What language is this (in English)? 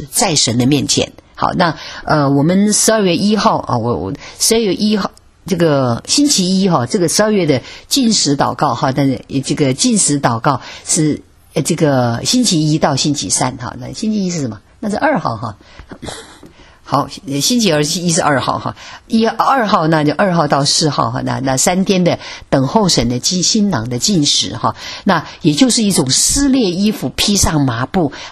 Chinese